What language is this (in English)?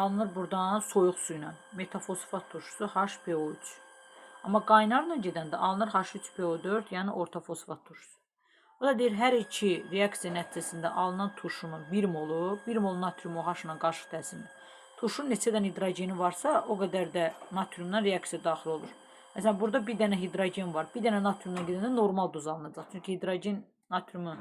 Azerbaijani